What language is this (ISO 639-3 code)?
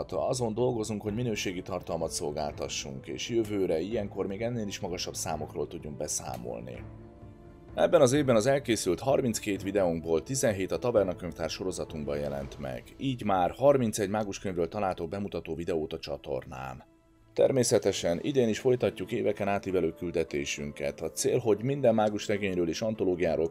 hun